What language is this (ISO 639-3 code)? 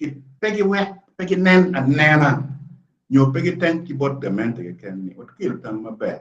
ach